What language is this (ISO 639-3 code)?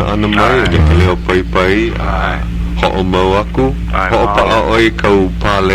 haw